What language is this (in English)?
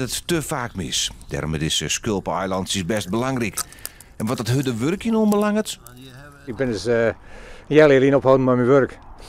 Western Frisian